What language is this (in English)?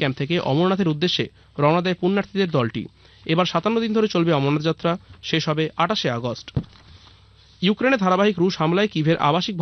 Bangla